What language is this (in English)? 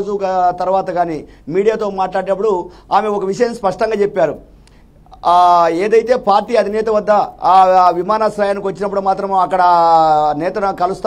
Telugu